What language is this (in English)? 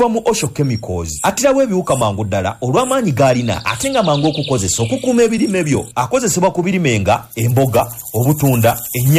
Ganda